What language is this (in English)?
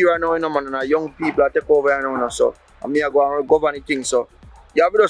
Jamaican Creole English